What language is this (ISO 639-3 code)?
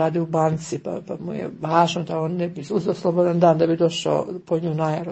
hrv